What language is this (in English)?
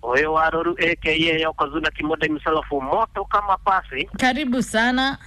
Kikuyu